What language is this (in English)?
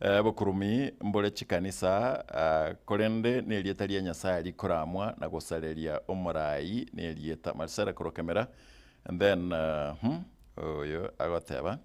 Gusii